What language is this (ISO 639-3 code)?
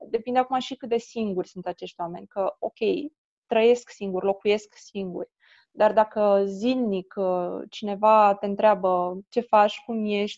ron